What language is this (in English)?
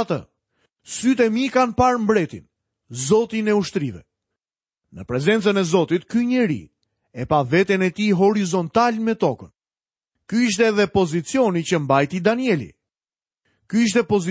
Albanian